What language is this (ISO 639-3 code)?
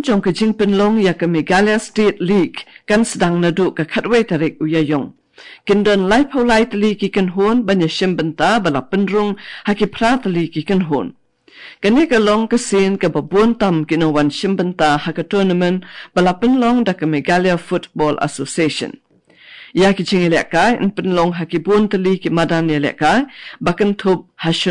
kha